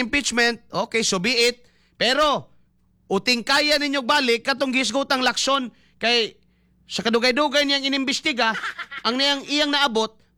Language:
Cebuano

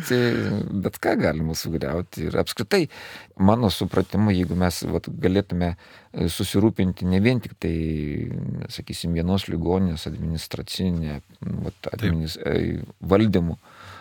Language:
Lithuanian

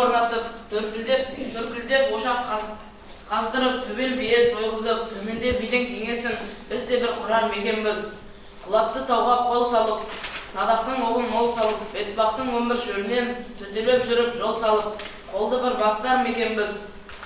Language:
Kazakh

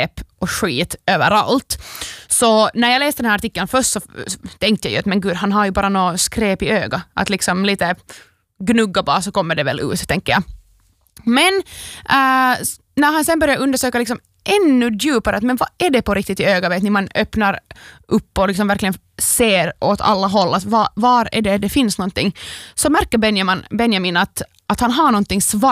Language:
Swedish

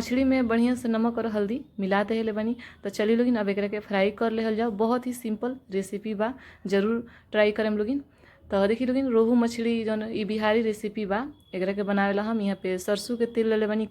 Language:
Bhojpuri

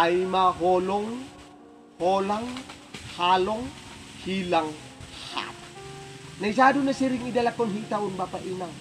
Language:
Batak Simalungun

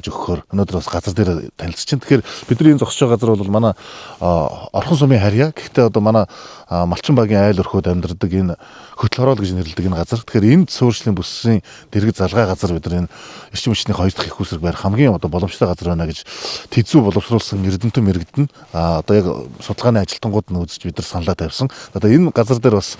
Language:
Mongolian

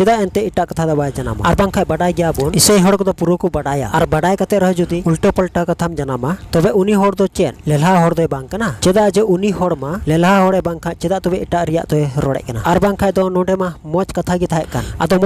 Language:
Santali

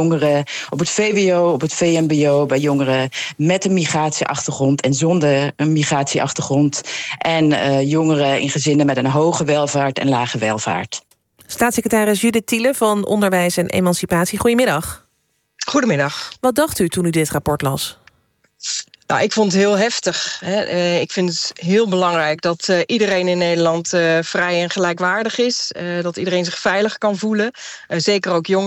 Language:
Dutch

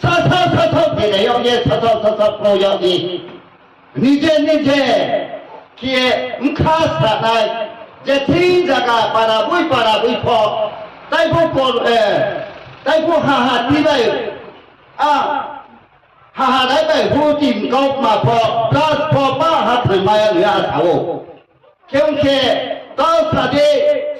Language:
Riang (India)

